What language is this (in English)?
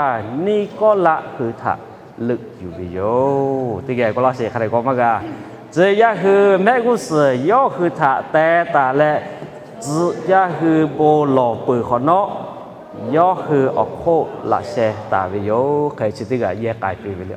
Lahu